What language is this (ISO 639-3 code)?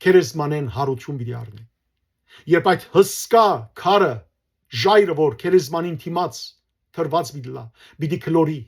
hyw